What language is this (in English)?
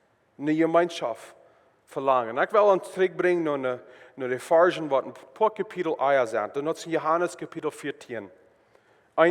Plautdietsch